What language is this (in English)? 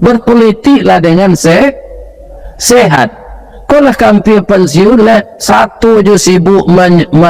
Minangkabau